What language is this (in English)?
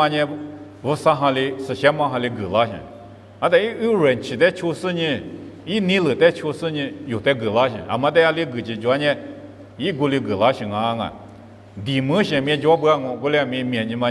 Lisu